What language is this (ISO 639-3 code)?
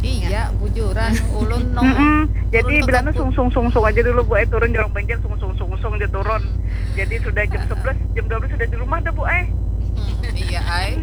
bjn